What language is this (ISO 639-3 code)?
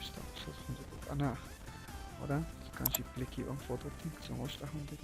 cac